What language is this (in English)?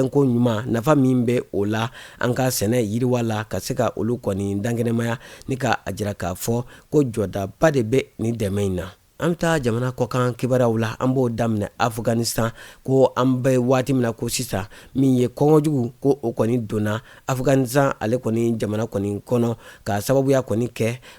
Bambara